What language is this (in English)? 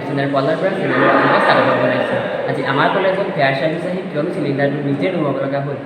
Assamese